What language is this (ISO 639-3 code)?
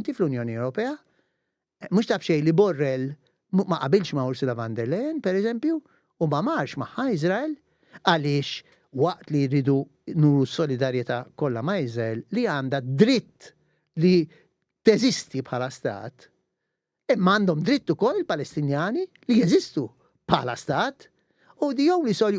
mlt